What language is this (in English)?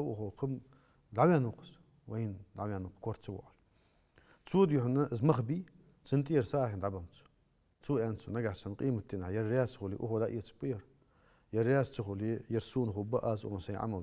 Ingush